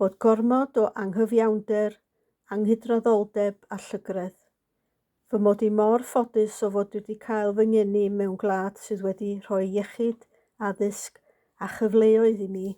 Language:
Welsh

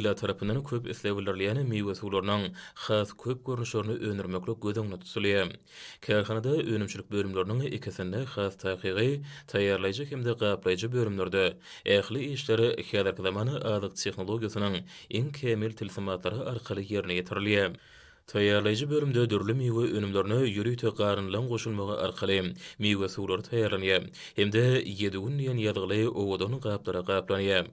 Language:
Turkmen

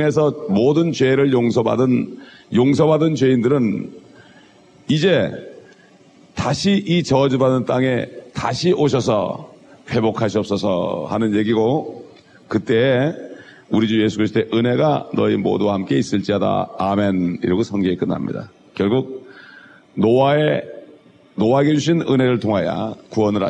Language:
Korean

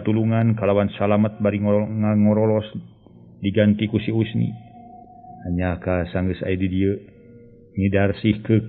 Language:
Sundanese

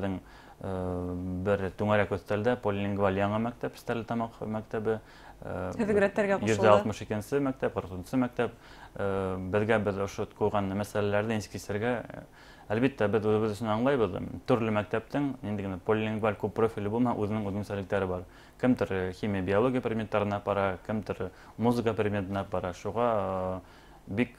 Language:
Bashkir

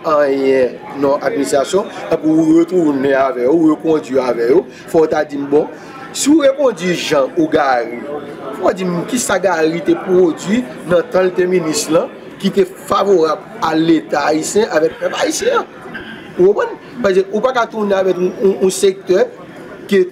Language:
Haitian Creole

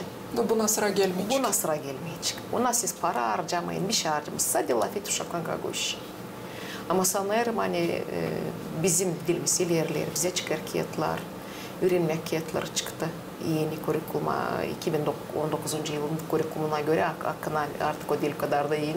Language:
Gagauz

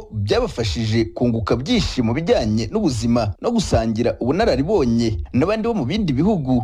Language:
Kinyarwanda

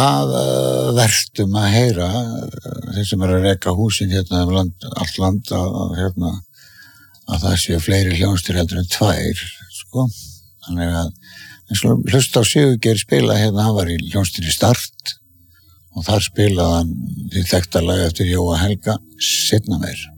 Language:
Icelandic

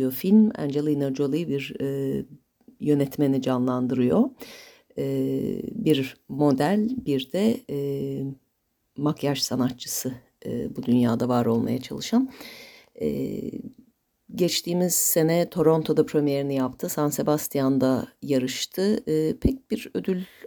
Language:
Turkish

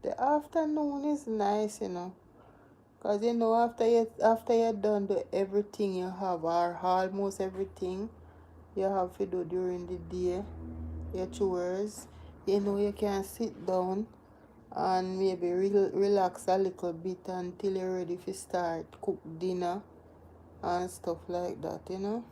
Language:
Jamaican Creole English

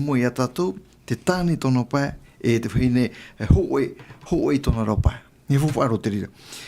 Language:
Tahitian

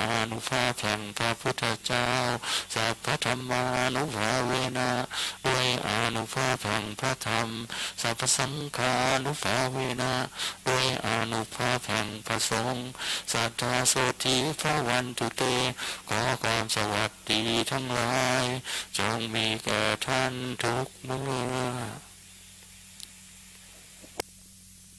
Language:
Thai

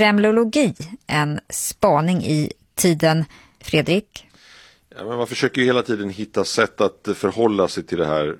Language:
Swedish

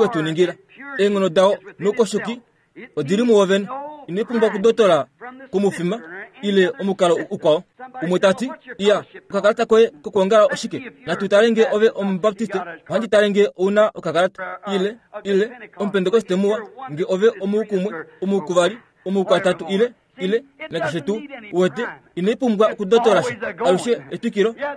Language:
Kuanyama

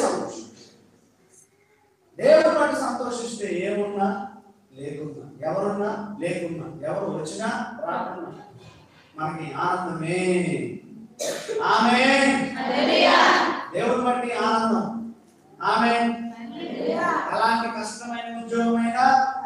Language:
Telugu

